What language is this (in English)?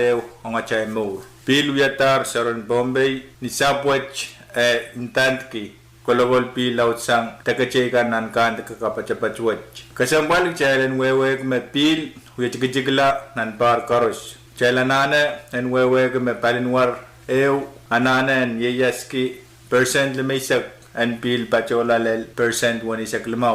Pohnpeian